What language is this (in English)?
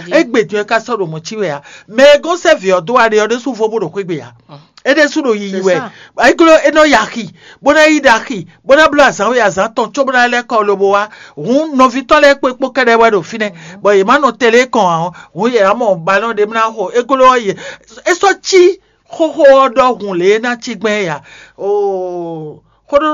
Fon